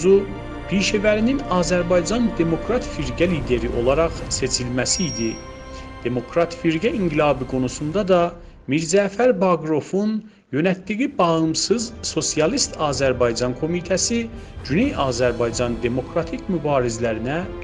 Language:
South Azerbaijani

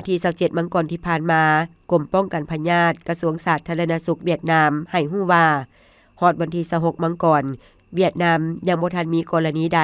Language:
Lao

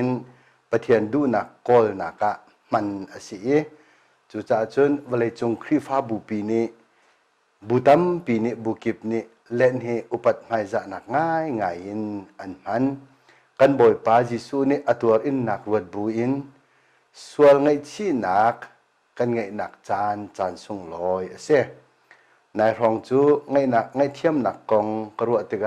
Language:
Hakha Chin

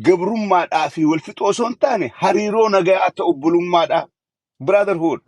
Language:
Oromo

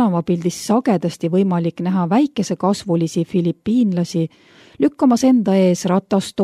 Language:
Estonian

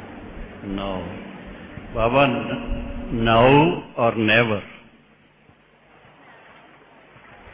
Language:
Hindi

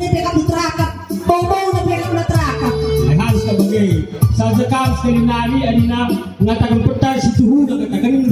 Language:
Batak Karo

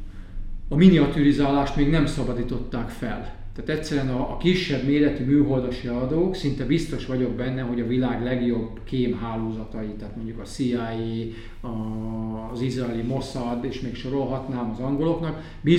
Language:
Hungarian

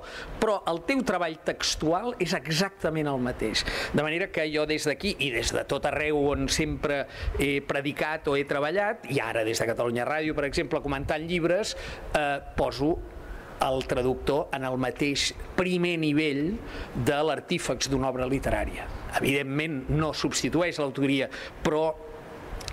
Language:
Catalan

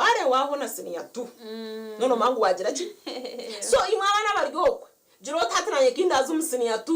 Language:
Nyankole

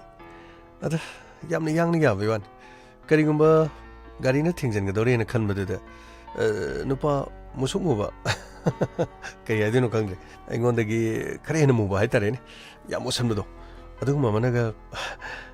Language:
Manipuri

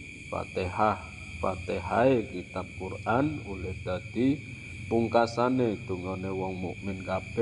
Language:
Javanese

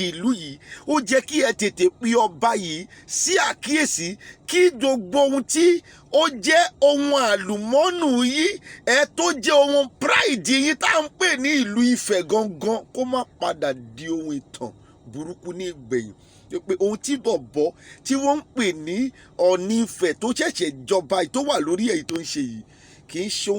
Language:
Yoruba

